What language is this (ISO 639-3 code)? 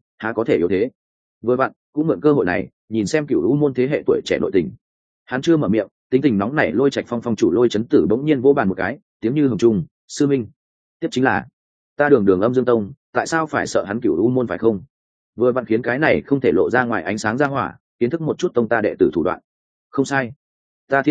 vie